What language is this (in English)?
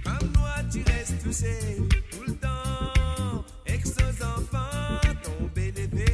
Morisyen